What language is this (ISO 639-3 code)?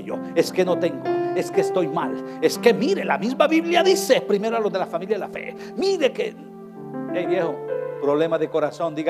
spa